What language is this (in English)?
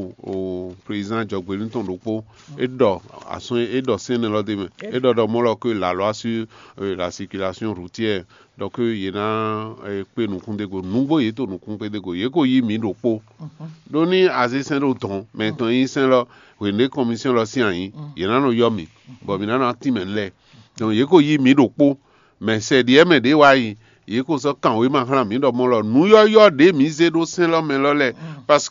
Fon